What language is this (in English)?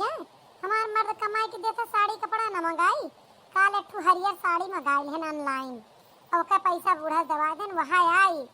Awadhi